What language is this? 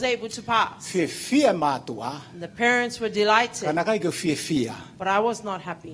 Tongan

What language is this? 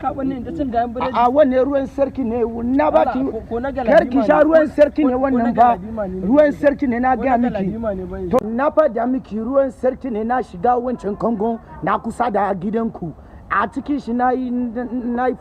Hausa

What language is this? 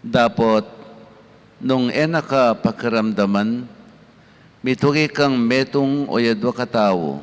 Pampanga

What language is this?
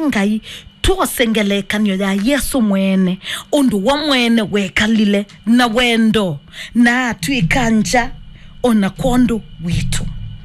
Kamba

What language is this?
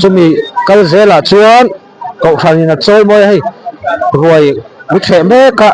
Mizo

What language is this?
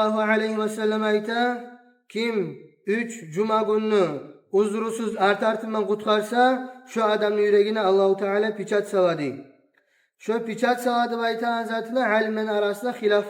Kumyk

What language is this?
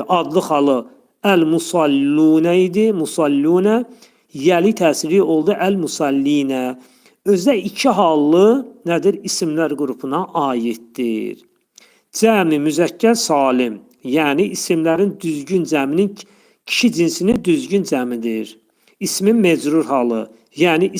Azerbaijani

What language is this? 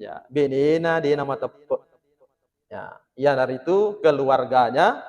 Buginese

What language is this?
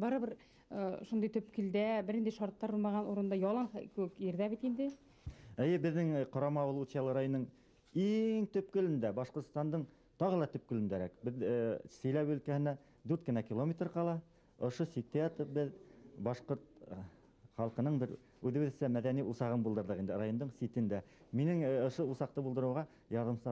Bashkir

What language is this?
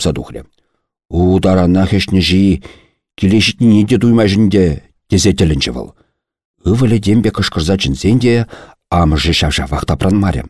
Chuvash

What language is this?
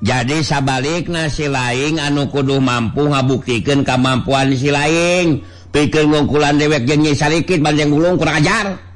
Sundanese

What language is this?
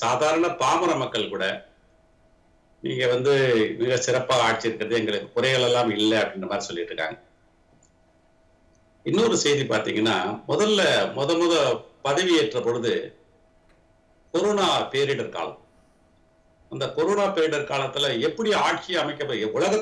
Tamil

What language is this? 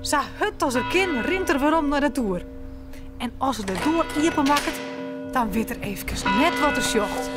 Western Frisian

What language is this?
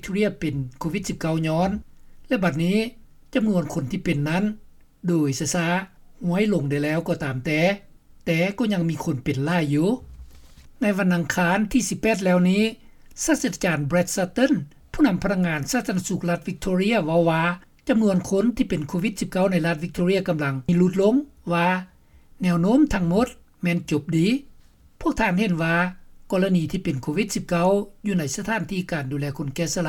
Lao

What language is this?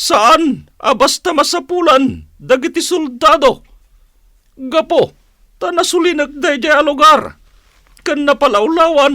Iloko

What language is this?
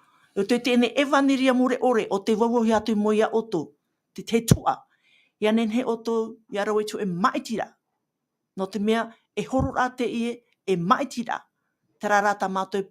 Tahitian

